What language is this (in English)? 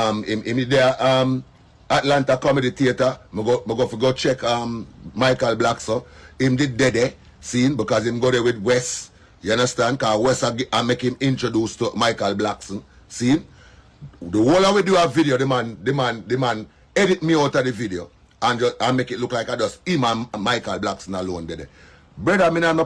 Jamaican Creole English